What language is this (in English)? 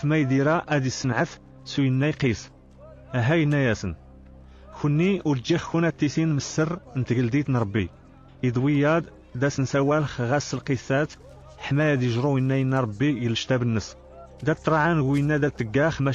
Kabyle